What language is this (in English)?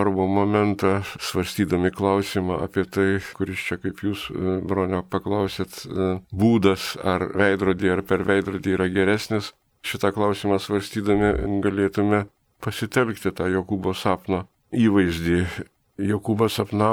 Lithuanian